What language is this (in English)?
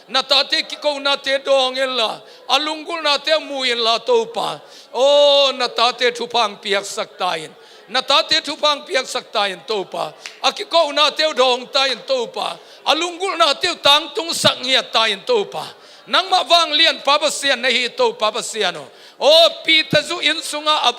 Tedim Chin